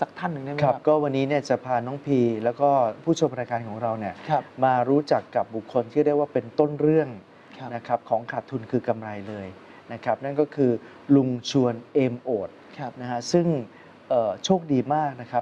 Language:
Thai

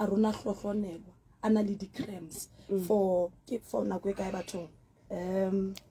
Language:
Southern Sotho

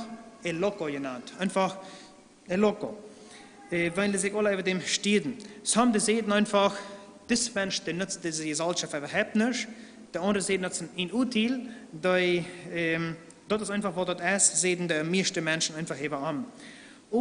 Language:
Plautdietsch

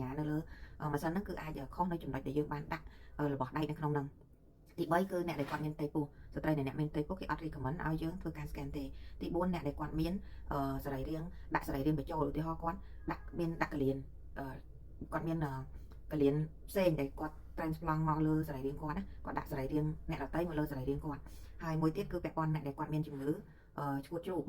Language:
Khmer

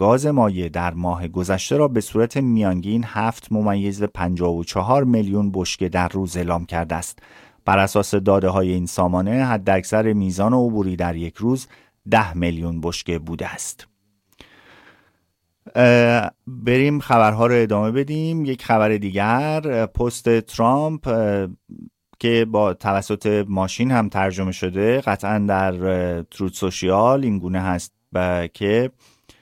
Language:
Persian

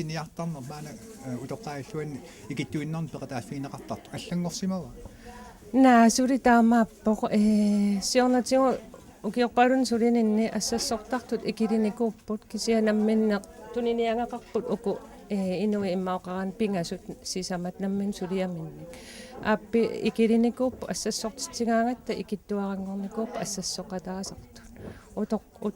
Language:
Kalaallisut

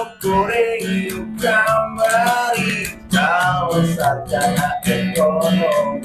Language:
Sundanese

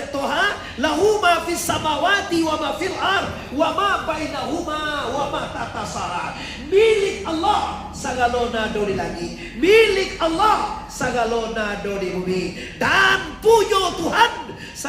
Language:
Minangkabau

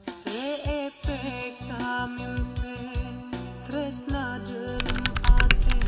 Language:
Madurese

